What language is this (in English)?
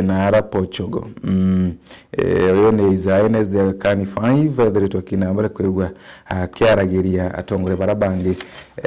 Meru